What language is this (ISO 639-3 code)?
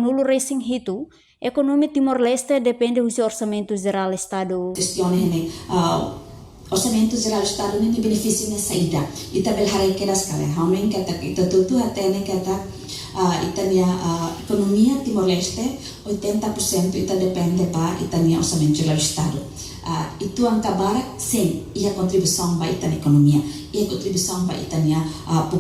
tet